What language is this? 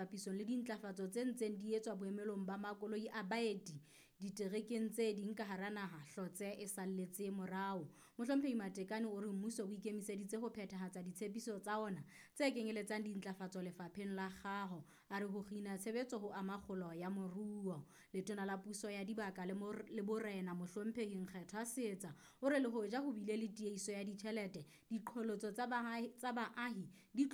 Southern Sotho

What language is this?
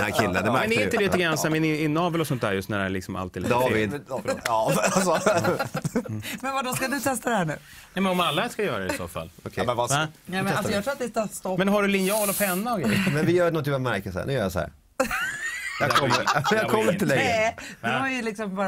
Swedish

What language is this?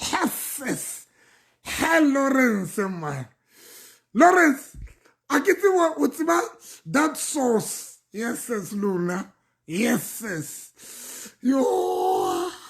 Southern Sotho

